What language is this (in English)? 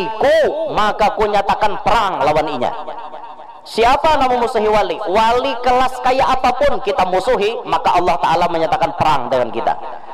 Banjar